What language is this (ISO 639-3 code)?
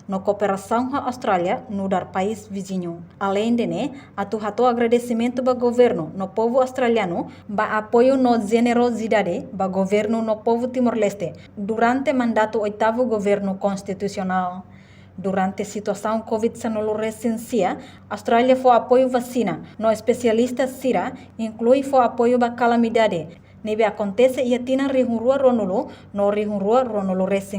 tet